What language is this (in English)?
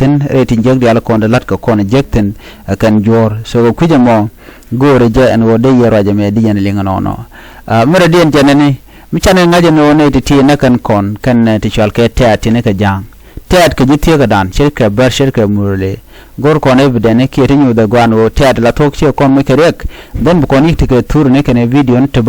Nuer